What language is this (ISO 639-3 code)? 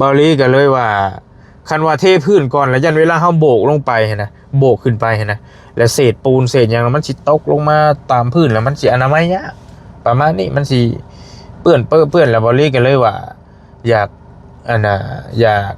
lao